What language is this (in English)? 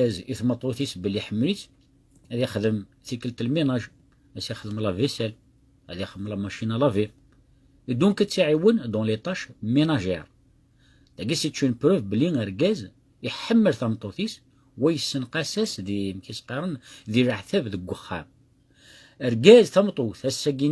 Kabyle